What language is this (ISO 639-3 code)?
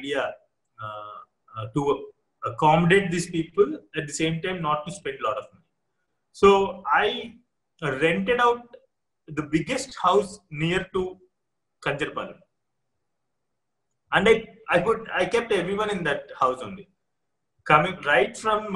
eng